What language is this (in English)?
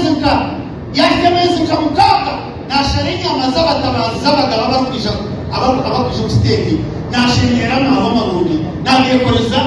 Nyankole